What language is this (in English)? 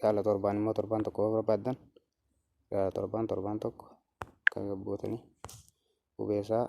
Oromo